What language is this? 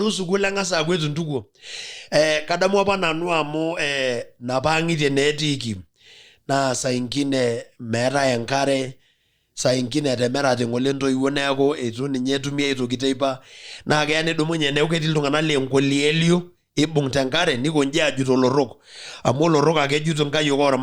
Masai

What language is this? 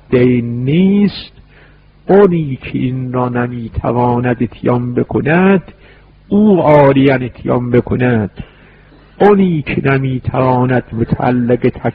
Persian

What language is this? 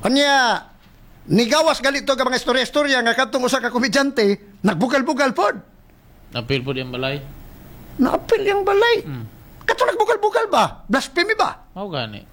Cebuano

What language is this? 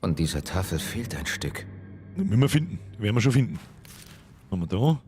Bavarian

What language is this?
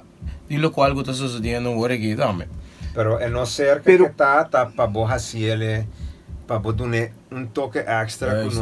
Papiamento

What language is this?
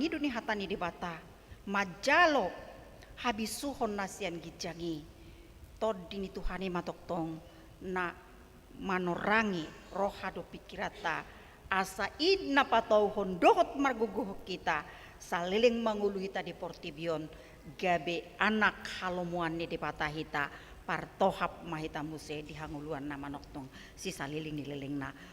Batak Toba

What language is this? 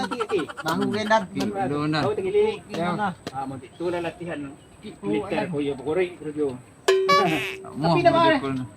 Minangkabau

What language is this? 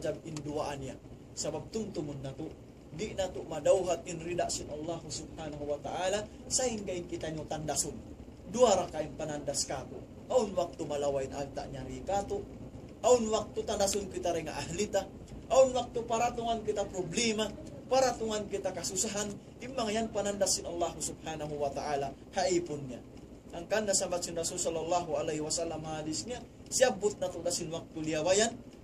Tausug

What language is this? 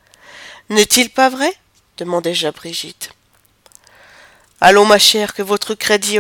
French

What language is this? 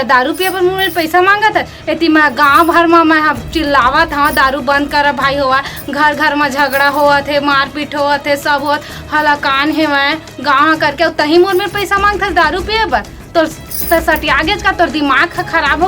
Chhattisgarhi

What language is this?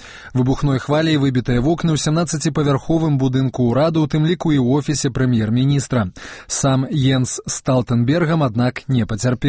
Belarusian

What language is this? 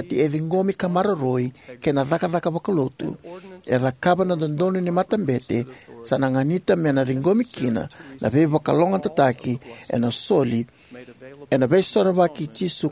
Fijian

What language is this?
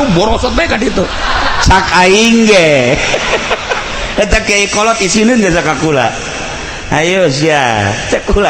Sundanese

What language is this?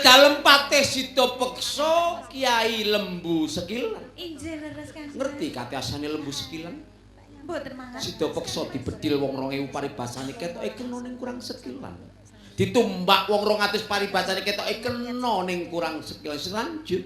Javanese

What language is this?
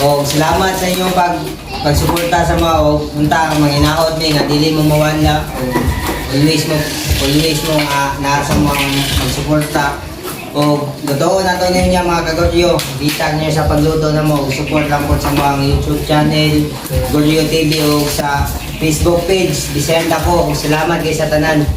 Cebuano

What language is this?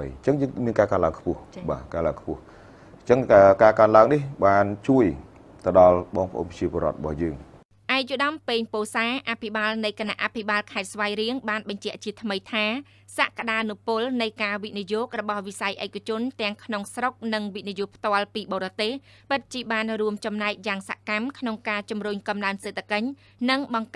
Khmer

